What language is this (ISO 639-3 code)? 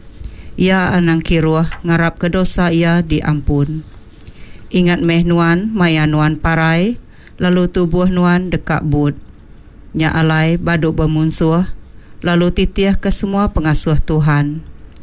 iba